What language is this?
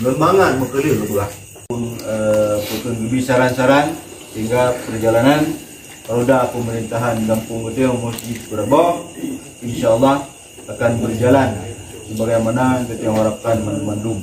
Achinese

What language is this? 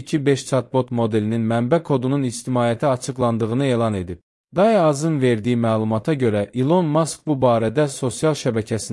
Azerbaijani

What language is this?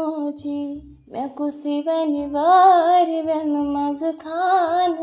Kashmiri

